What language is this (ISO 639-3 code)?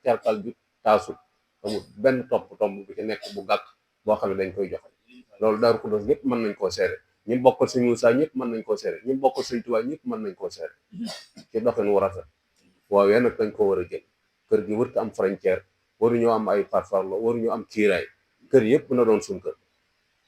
wol